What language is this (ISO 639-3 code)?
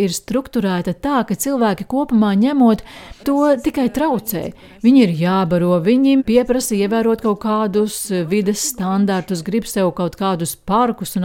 lav